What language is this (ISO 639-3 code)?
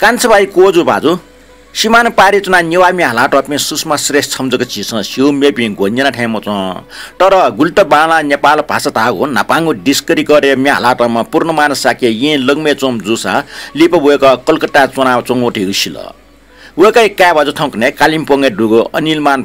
new